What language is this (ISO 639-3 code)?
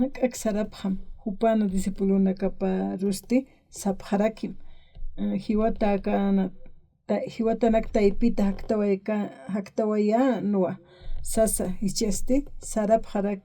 aym